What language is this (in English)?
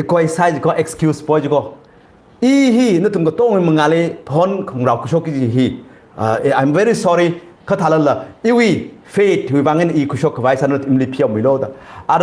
Tangkhul Naga (India)